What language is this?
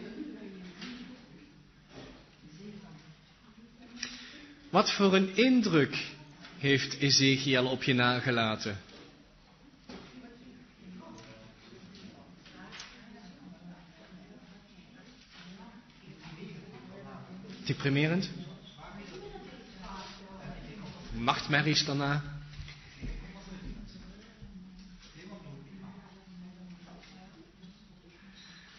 Dutch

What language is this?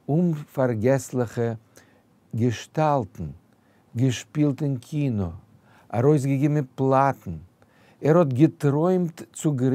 Yiddish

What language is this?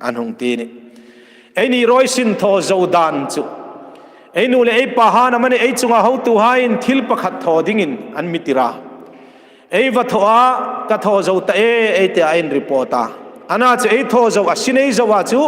Hmar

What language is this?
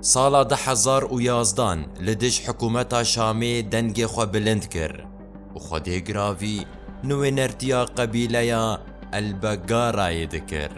Kurdish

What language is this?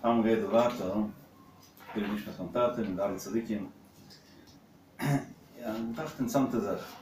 Yiddish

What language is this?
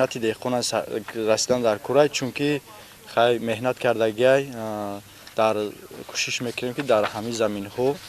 Tajik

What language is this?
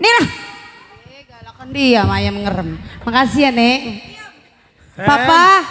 Betawi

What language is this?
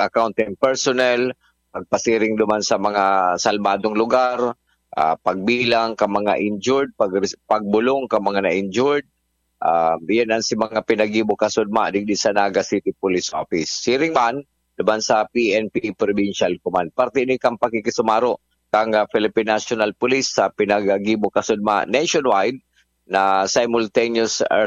Bikol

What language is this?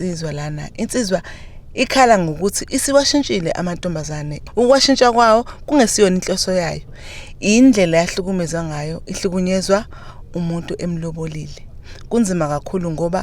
Zulu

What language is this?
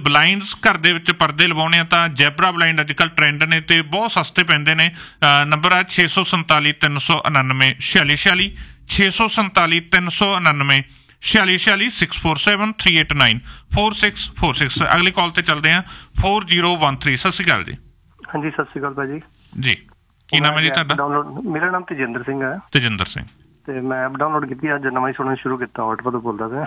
Punjabi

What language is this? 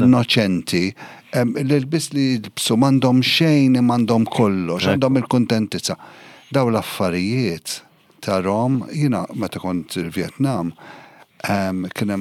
Maltese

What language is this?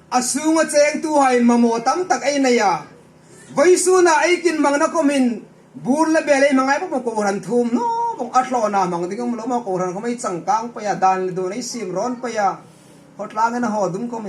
Hmar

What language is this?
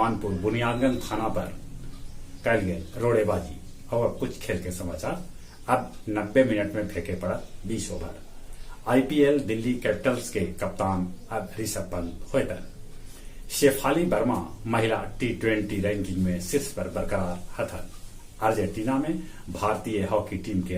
Magahi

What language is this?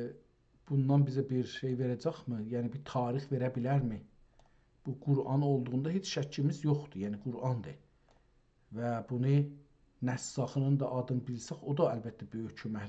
South Azerbaijani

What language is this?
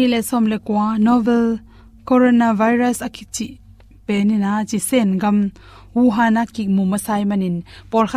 Tedim Chin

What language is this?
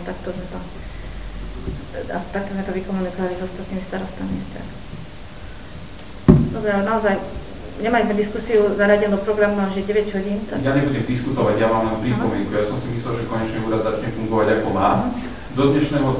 Slovak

